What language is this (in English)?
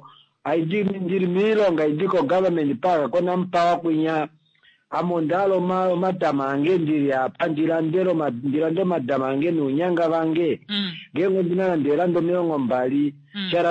Kuanyama